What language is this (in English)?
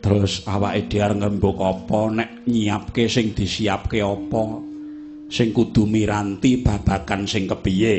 Javanese